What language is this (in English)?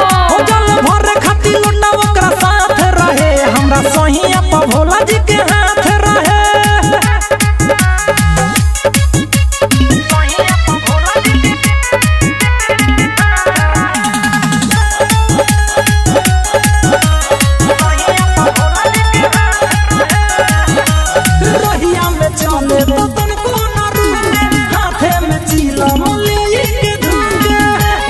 Bhojpuri